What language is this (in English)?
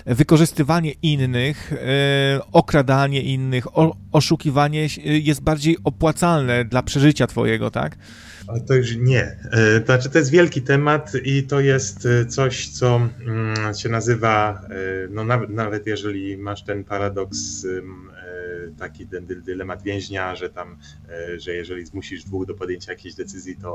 Polish